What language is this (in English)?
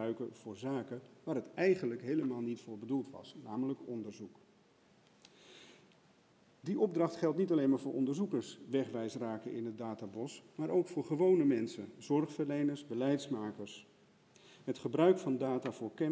Dutch